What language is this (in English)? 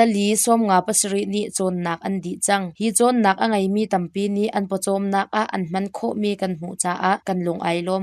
Hakha Chin